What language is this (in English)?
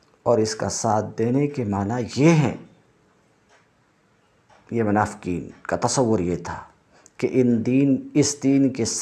Urdu